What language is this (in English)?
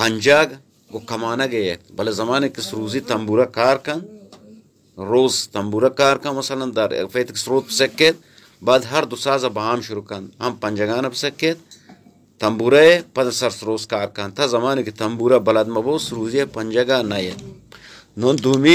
Baluchi